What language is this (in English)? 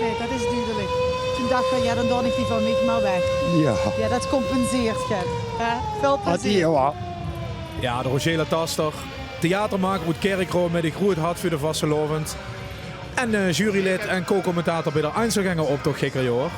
Limburgish